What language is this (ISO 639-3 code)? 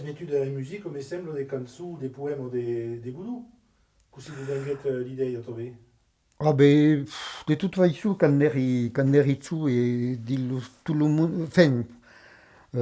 oci